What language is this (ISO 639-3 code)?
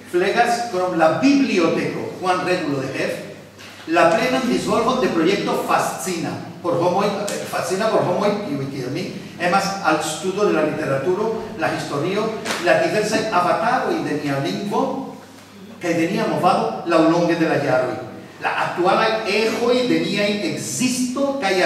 epo